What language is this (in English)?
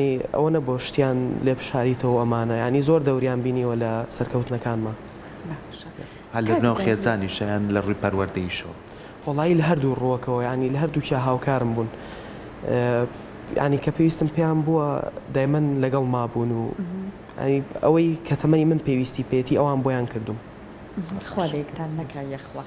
Central Kurdish